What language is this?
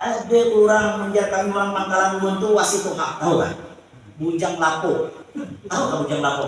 Banjar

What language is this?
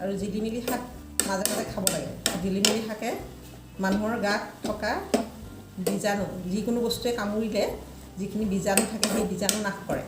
Assamese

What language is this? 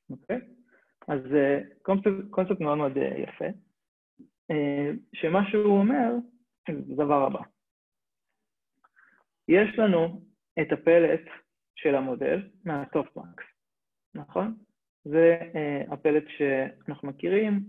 Hebrew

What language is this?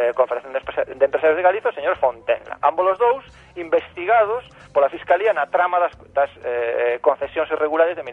Galician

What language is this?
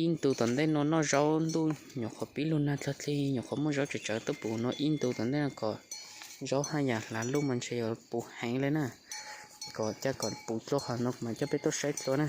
Hmong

